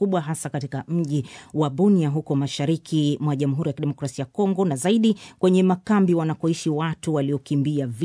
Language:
Swahili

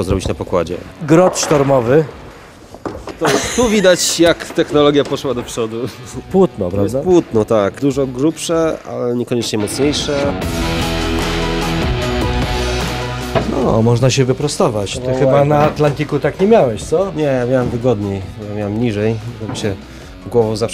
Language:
Polish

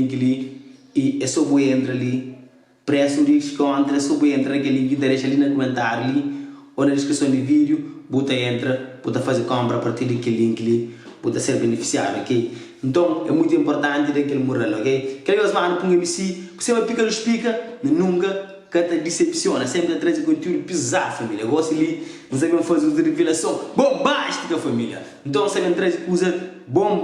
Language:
Kabuverdianu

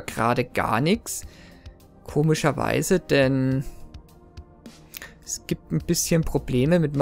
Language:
German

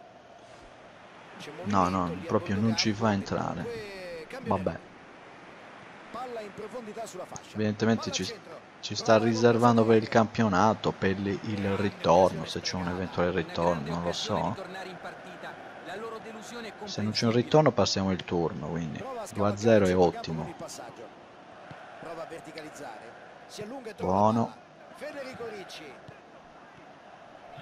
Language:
Italian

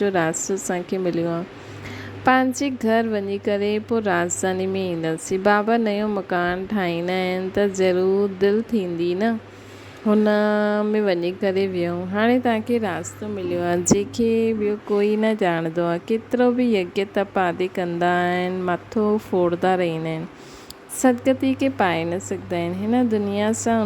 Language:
Sindhi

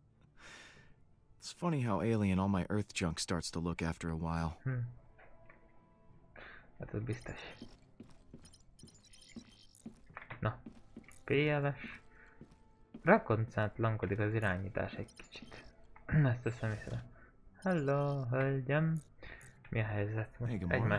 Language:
Hungarian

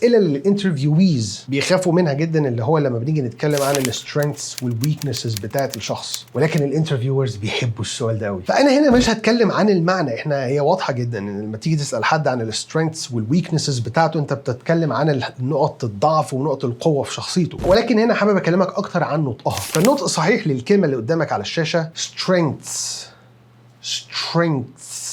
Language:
Egyptian Arabic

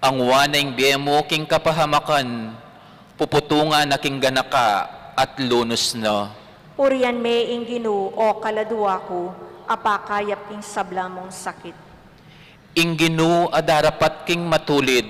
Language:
Pampanga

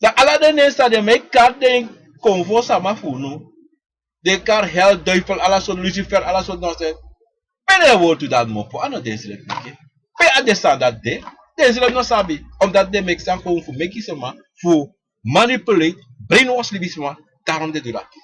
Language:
Sranan Tongo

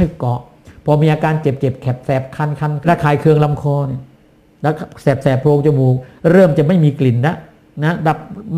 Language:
Thai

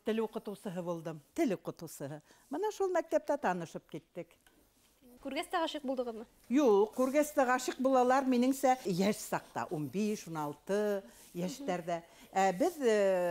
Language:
Bashkir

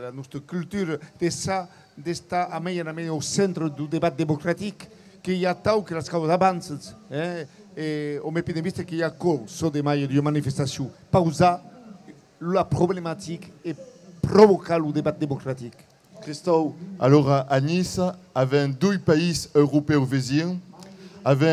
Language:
Occitan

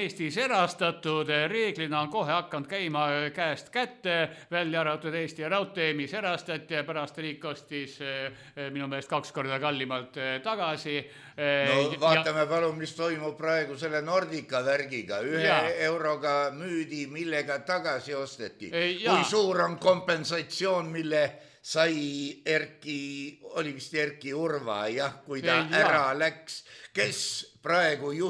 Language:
Estonian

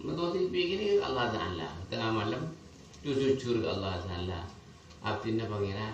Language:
Madurese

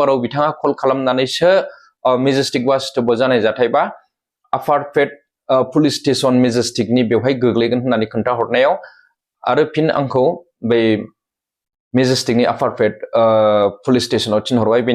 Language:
Bodo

